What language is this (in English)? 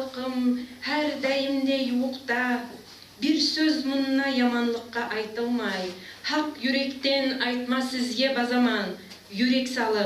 Kumyk